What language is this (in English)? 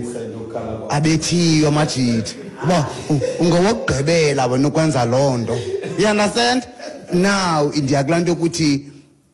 Xhosa